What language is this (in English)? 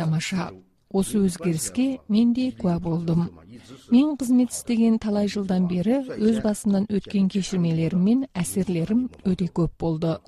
Kazakh